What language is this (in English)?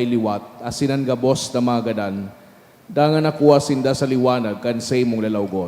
Bikol